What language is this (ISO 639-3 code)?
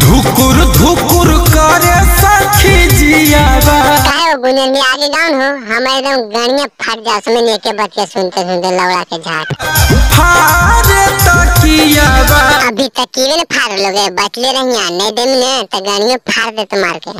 mag